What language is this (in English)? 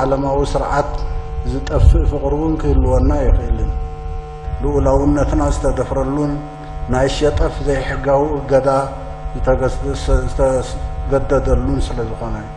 Tigrinya